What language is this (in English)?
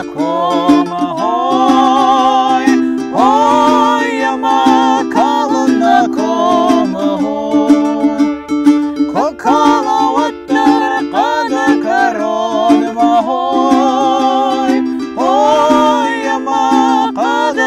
Ossetic